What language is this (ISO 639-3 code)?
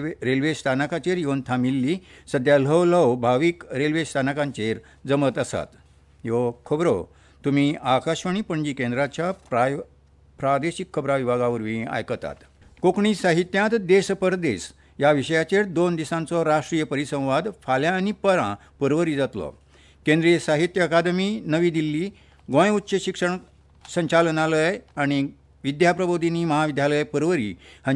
kok